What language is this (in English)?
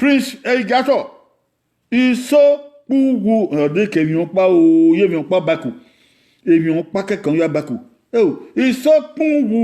Bini